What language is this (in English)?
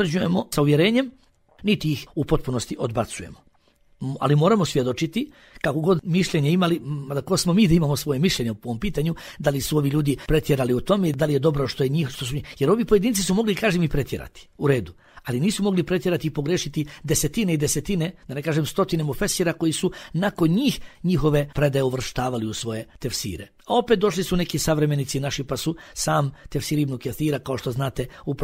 Bosnian